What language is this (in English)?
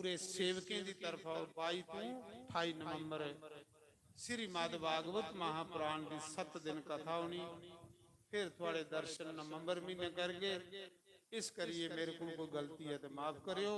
Dogri